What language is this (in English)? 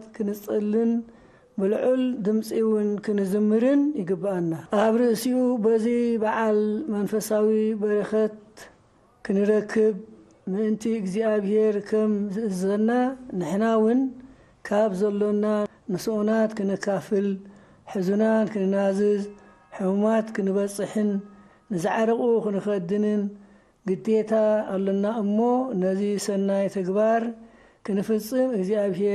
Tigrinya